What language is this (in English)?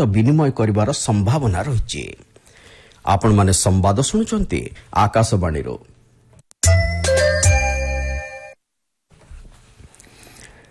Odia